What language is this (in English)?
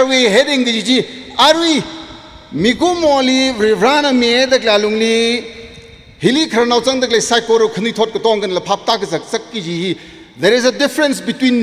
Tangkhul Naga (India)